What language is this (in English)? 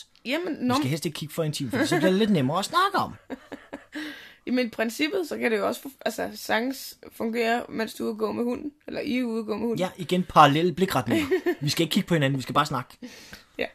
Danish